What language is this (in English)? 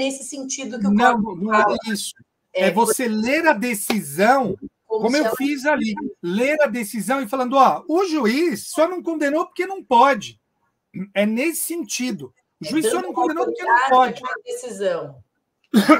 Portuguese